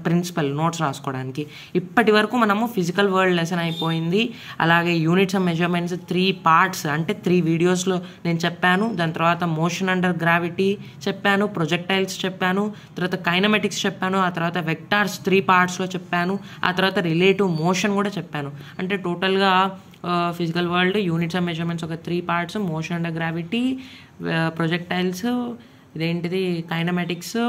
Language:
Telugu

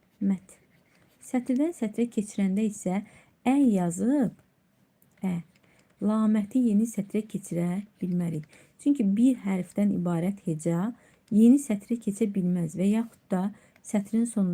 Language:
Azerbaijani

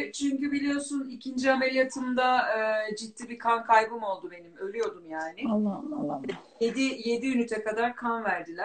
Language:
Turkish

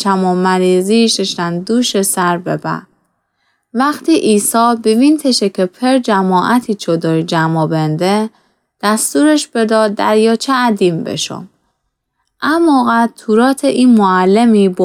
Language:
Gilaki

